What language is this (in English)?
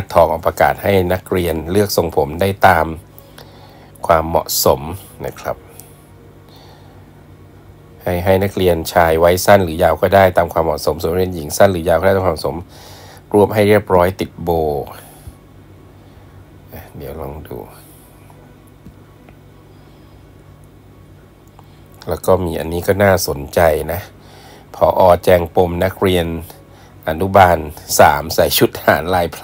Thai